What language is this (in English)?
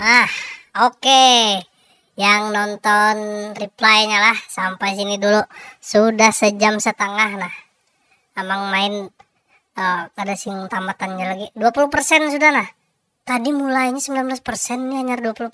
Banjar